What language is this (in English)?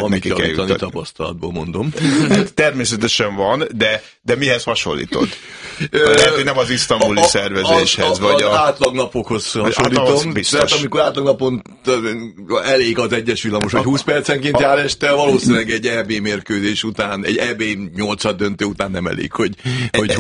Hungarian